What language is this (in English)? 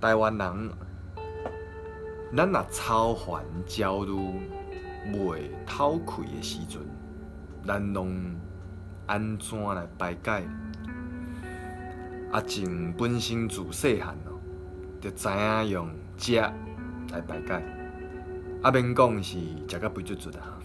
Min Nan Chinese